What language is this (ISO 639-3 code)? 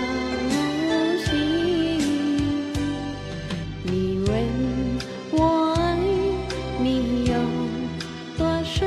vie